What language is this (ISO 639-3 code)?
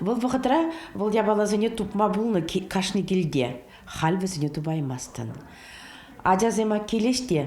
chv